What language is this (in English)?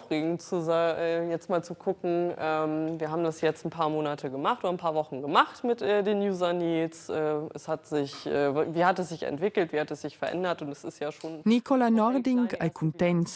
Romansh